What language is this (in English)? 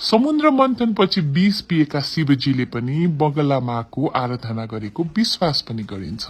Nepali